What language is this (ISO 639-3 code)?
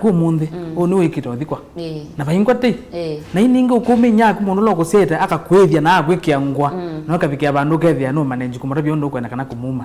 kam